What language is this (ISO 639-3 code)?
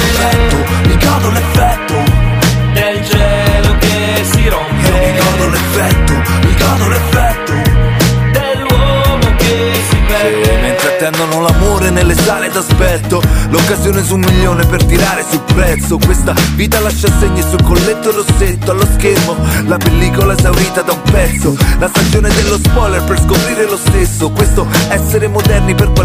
ita